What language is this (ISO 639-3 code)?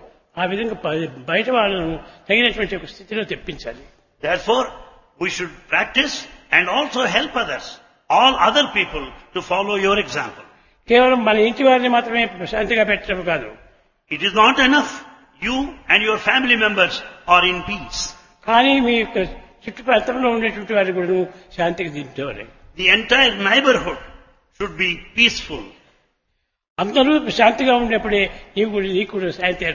tel